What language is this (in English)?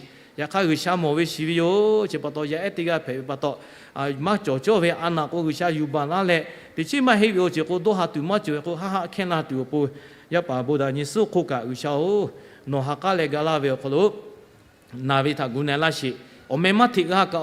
Lahu